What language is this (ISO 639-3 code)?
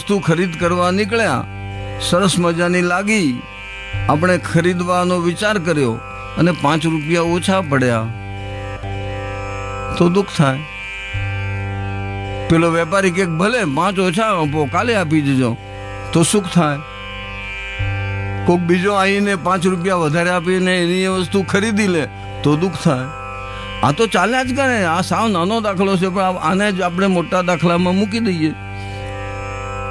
guj